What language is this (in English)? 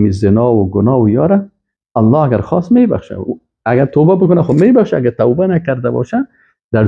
Persian